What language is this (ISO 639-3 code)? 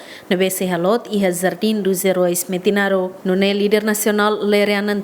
tet